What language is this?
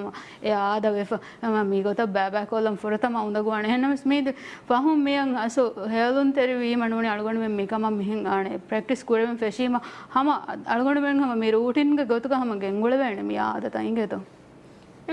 Divehi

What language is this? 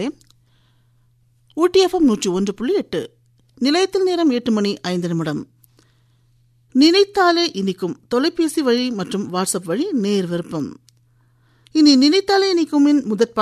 Tamil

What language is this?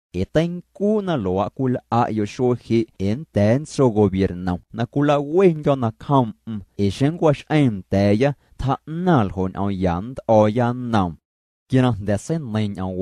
Guerrero Amuzgo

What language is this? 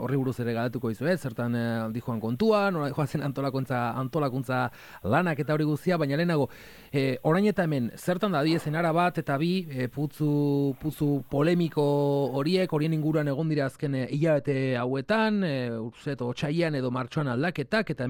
Basque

